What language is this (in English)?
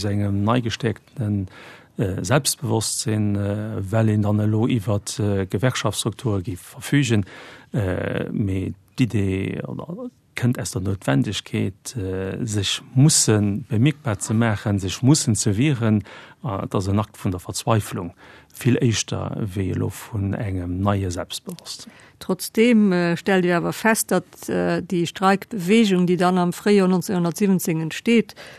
Luxembourgish